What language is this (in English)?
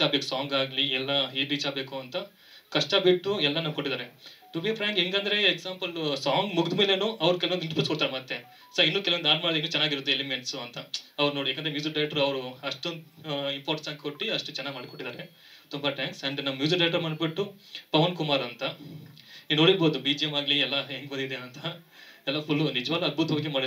Kannada